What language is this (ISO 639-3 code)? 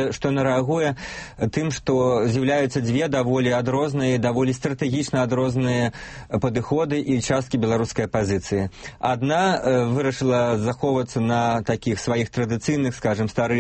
bel